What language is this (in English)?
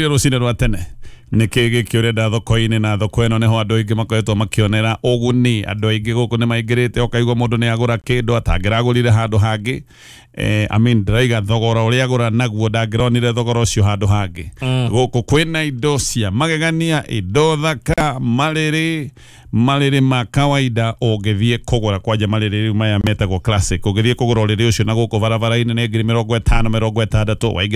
Kikuyu